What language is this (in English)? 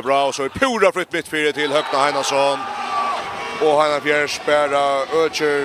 Faroese